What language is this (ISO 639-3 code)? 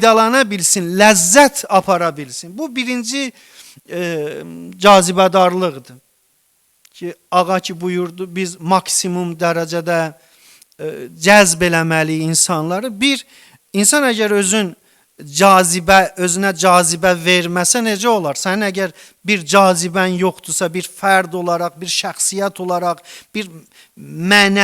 aze